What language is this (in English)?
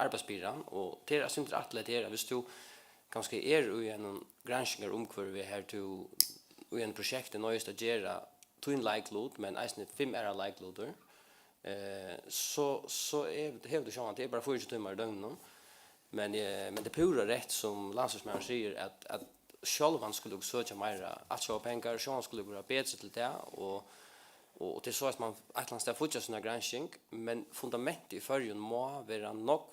Faroese